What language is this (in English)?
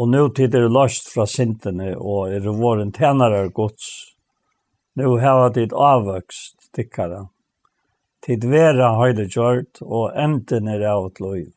Faroese